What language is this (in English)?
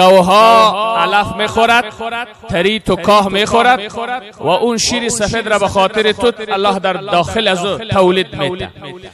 Persian